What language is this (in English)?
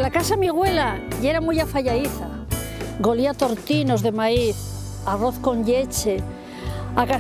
Asturian